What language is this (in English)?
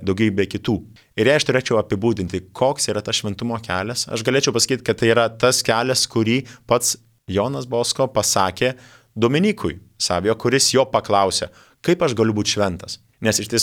Lithuanian